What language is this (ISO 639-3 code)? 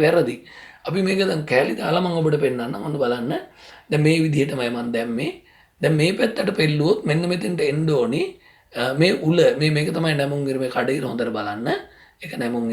sin